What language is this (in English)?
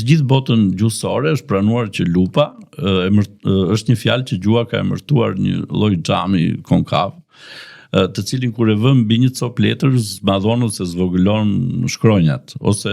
Albanian